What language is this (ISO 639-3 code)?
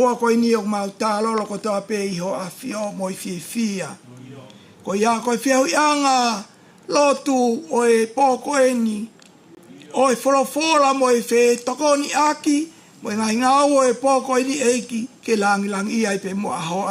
ton